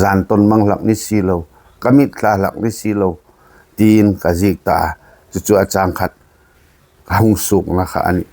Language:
Hmar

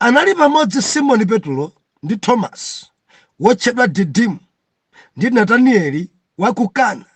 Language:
Nyanja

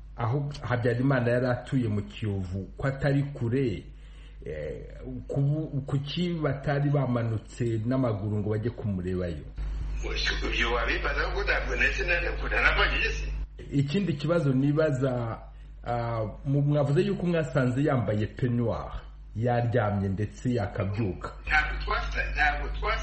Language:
Kinyarwanda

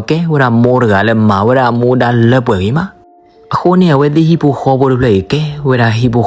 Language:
S'gaw Karen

